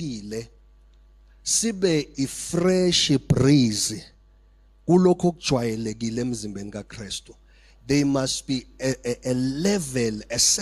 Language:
Zulu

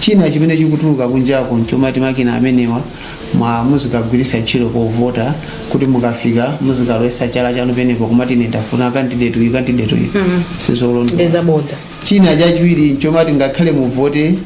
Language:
Nyanja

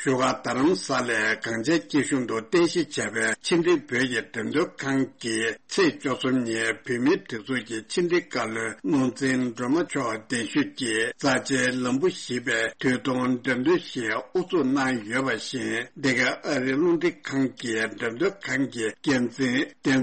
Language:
Tibetan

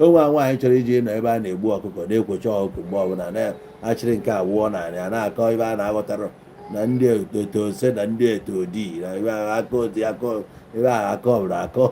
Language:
Igbo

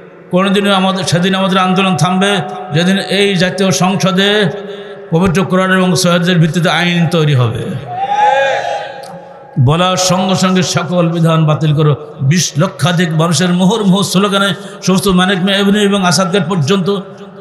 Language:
Bangla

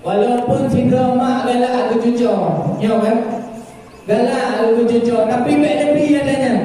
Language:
Achinese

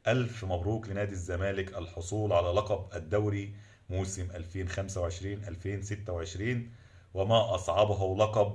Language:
Egyptian Arabic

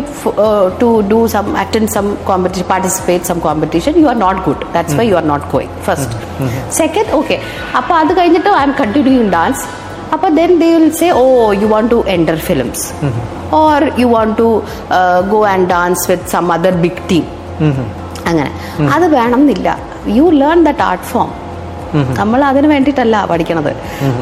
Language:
Malayalam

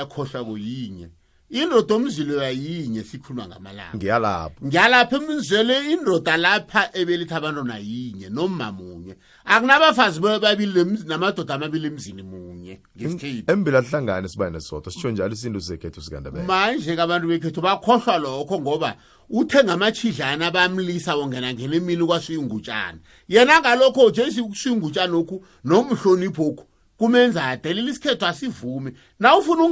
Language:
South Ndebele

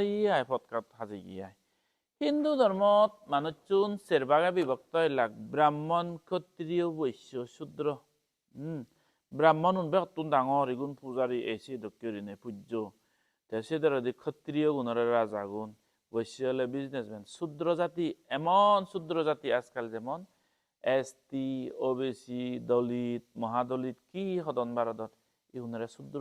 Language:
Chakma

